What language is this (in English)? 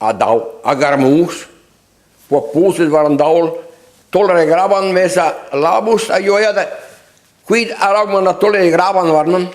Breton